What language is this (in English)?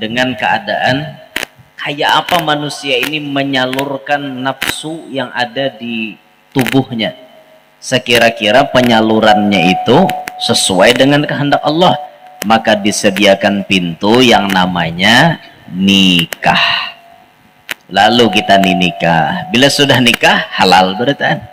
Banjar